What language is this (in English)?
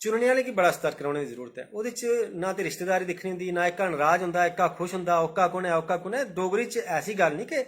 Dogri